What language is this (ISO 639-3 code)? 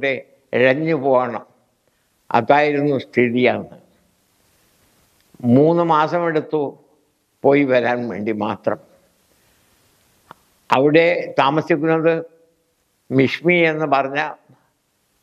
mal